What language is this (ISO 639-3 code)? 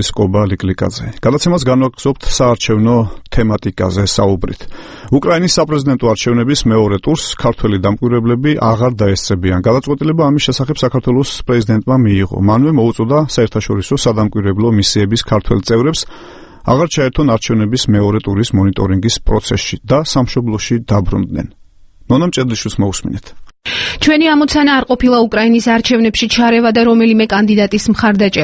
kat